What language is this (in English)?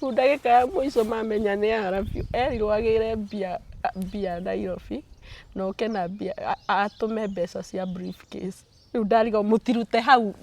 Kikuyu